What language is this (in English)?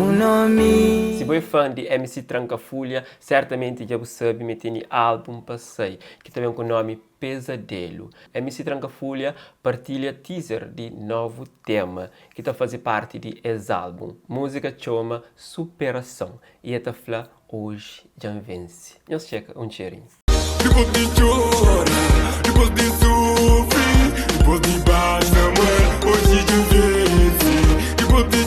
Kabuverdianu